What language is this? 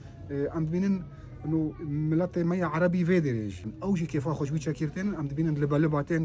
Kurdish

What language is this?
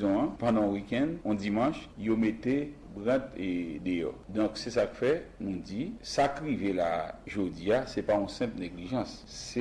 Haitian Creole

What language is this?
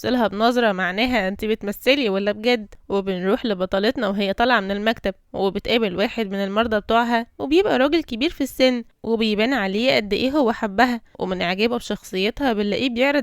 Egyptian Arabic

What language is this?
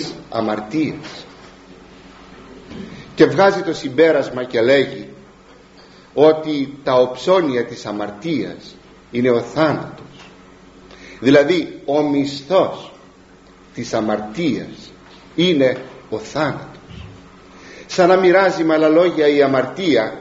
Greek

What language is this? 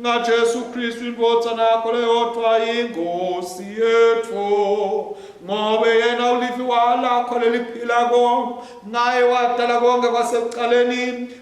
Swati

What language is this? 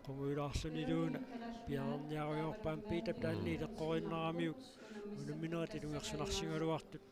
Kalaallisut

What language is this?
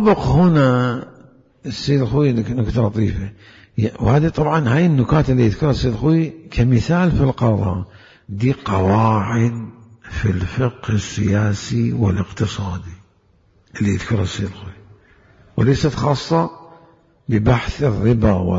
Mesopotamian Arabic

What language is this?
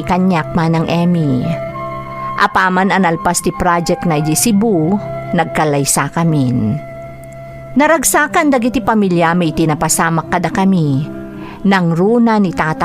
Iloko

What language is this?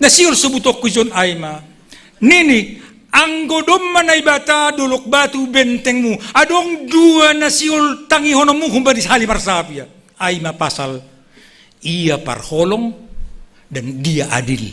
Batak Simalungun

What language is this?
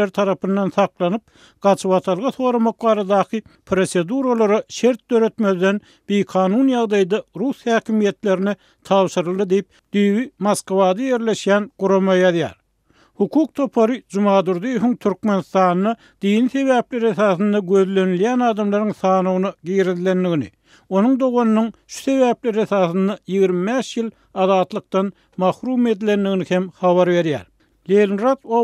Turkmen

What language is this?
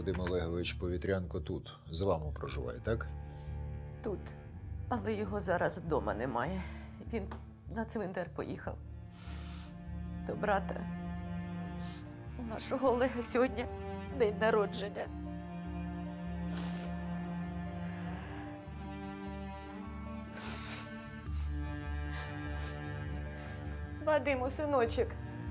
Ukrainian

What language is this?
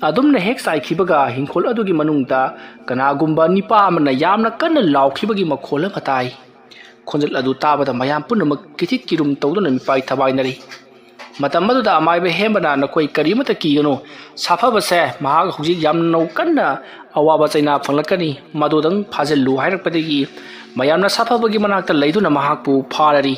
Manipuri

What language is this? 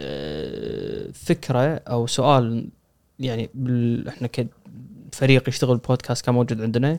Gulf Arabic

